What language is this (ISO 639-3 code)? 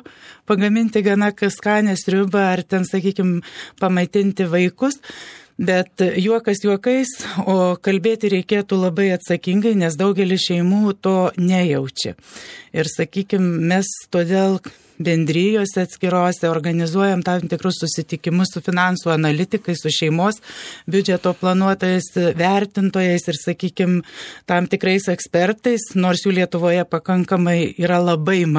lit